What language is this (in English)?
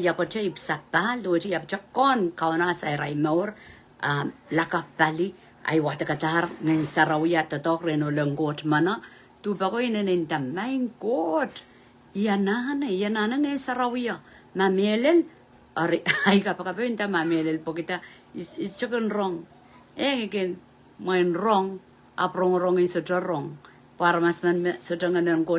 Pohnpeian